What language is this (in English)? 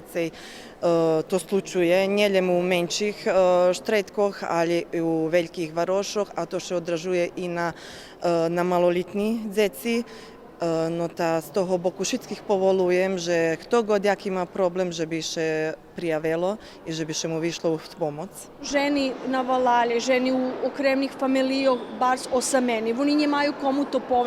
Rusyn